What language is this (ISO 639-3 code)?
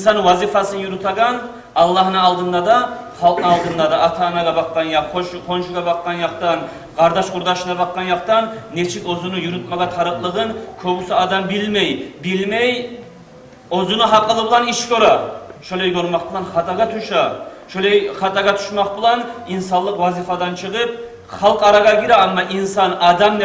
kum